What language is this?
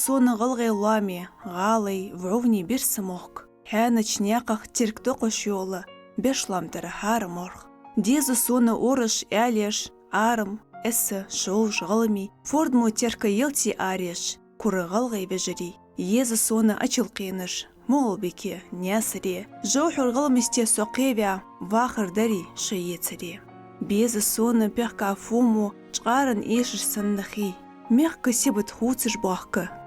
Ingush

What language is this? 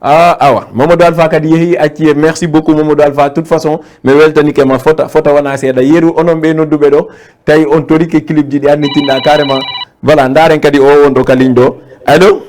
Fula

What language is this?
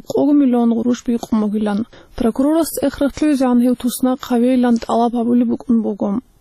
Avaric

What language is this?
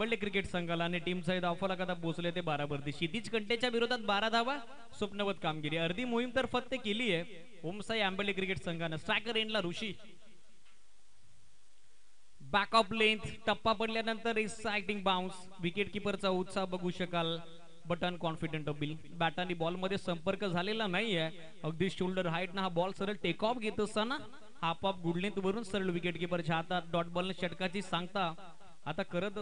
Marathi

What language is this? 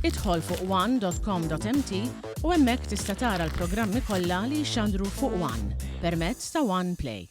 Maltese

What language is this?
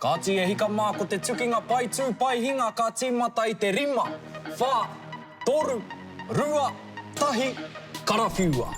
Māori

